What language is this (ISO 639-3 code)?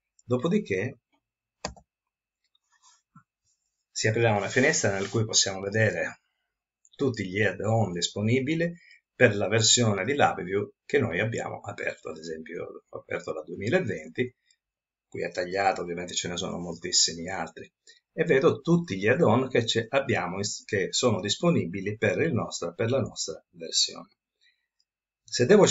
ita